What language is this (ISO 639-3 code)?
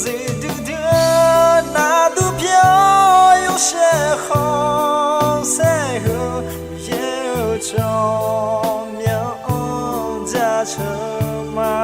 ahk